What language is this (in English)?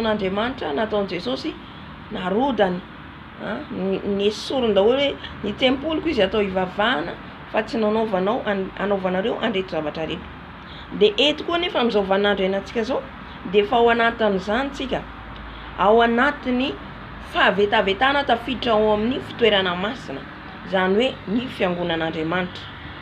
Malagasy